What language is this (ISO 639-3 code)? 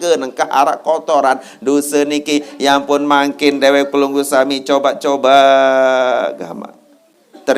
sas